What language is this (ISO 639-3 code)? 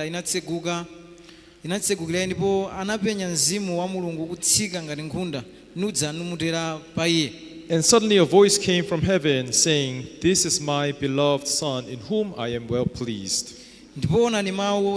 nya